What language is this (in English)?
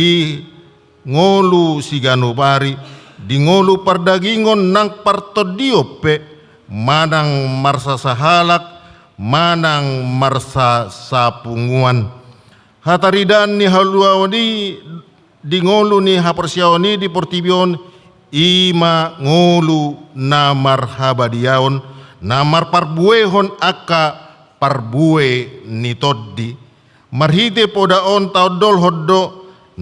Batak Toba